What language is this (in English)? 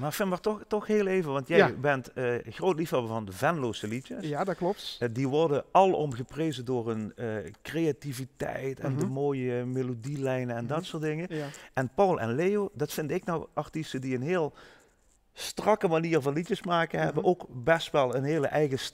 Limburgish